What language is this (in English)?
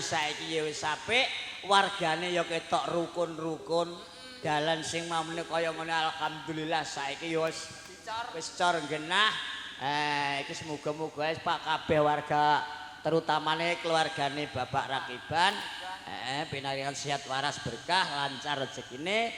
Javanese